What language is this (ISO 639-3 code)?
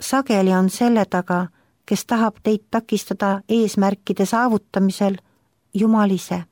est